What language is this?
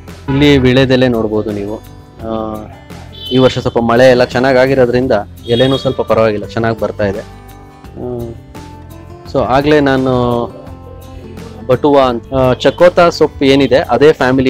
Kannada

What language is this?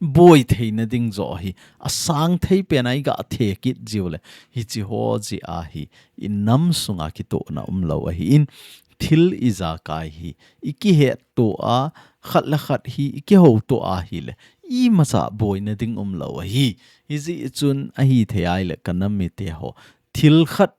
Thado Chin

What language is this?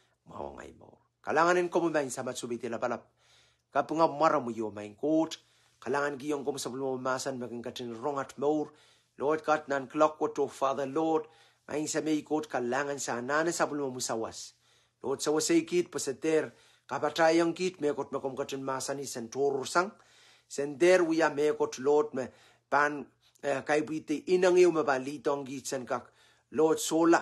Pohnpeian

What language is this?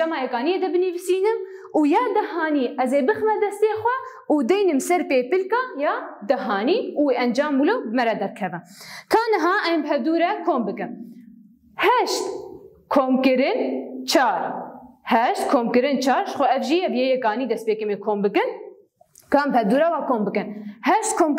Kurdish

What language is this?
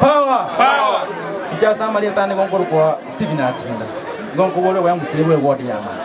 Gusii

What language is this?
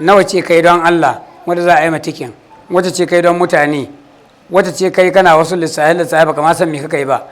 Hausa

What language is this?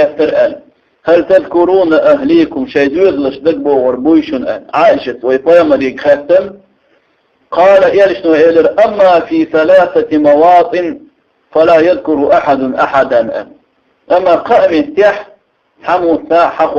Chechen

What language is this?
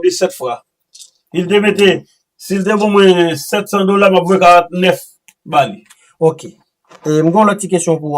Haitian Creole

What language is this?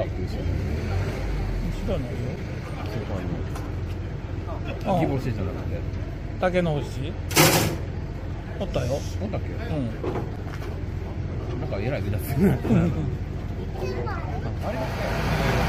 Japanese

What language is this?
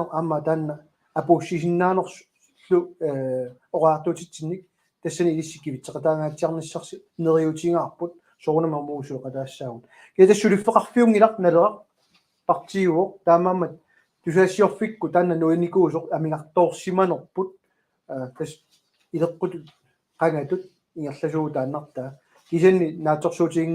Kalaallisut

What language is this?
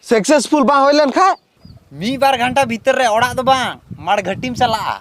Santali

